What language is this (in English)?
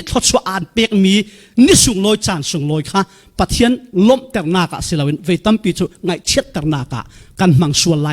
Falam Chin